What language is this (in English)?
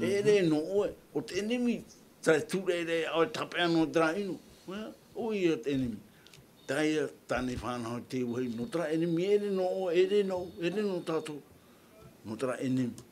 Tahitian